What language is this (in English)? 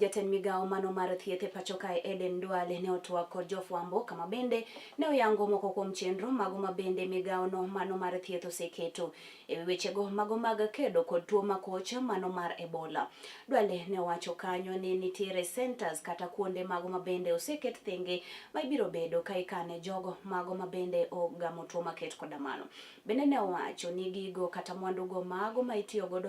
Luo (Kenya and Tanzania)